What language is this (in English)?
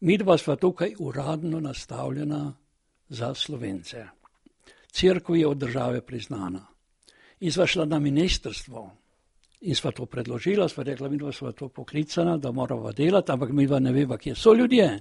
Slovenian